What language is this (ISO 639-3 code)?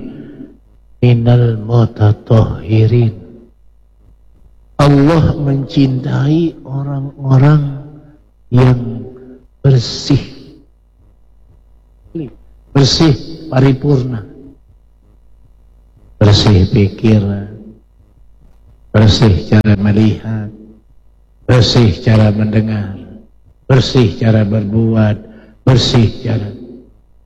ind